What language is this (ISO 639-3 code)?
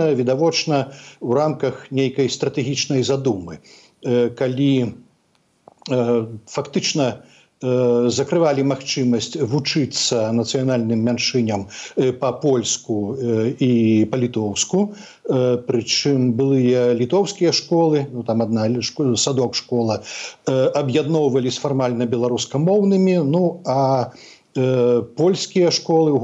bel